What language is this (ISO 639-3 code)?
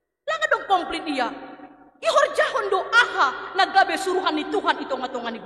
bts